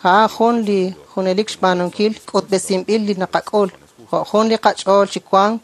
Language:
Kekchí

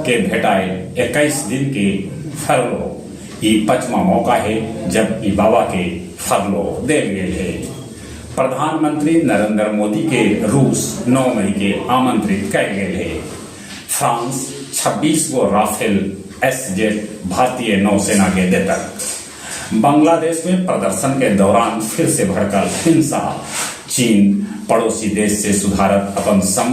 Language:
Magahi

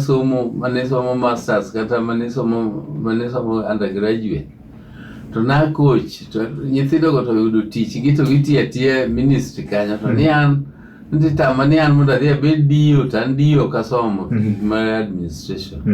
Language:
Luo (Kenya and Tanzania)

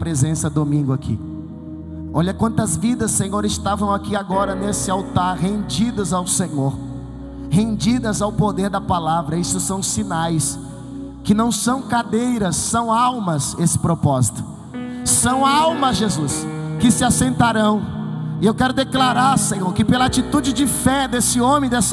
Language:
Portuguese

